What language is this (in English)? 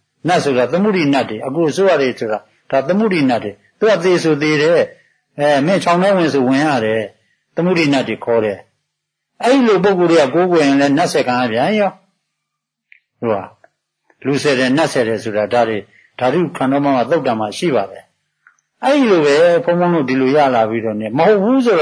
Burmese